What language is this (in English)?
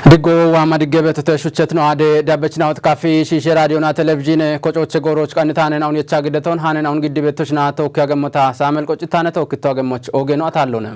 Kafa